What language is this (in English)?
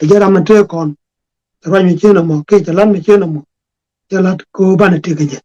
Nuer